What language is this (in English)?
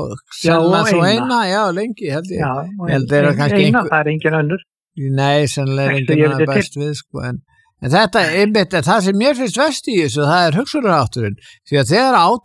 Icelandic